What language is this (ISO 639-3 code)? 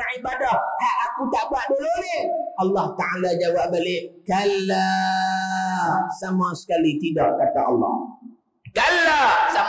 msa